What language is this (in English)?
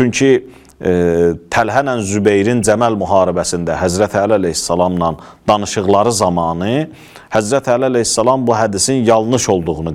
Azerbaijani